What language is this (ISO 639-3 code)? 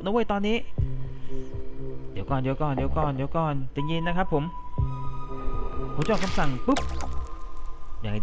tha